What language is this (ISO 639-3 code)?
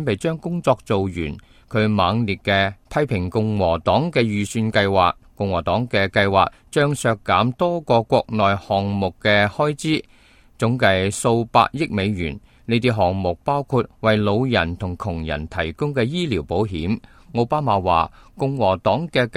yue